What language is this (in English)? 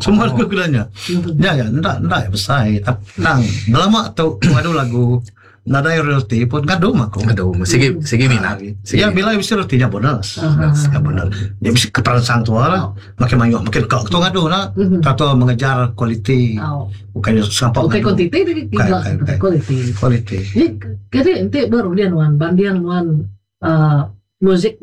Iban